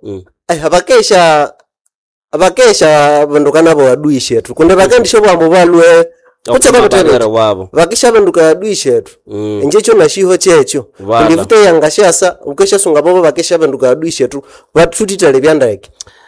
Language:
Nande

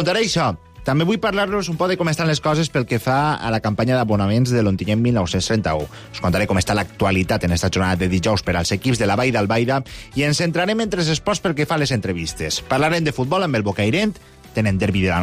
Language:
Catalan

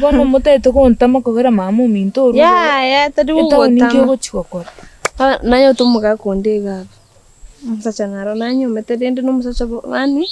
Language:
Gusii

